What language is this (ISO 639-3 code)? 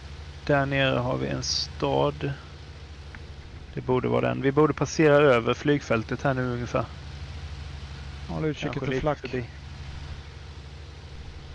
swe